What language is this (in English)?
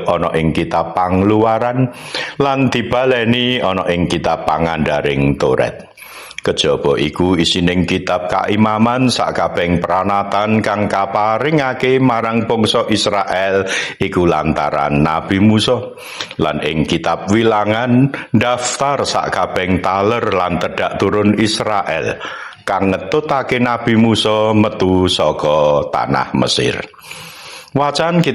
Javanese